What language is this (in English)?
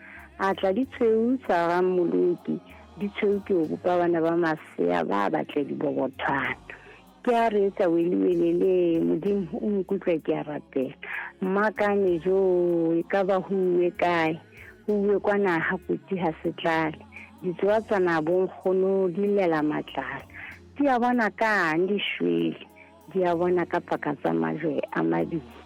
Southern Sotho